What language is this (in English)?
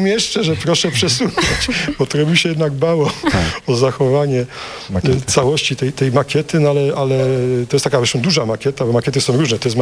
Polish